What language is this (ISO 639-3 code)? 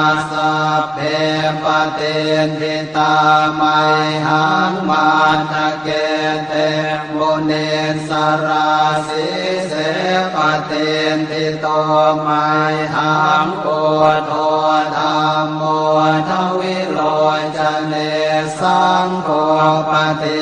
pli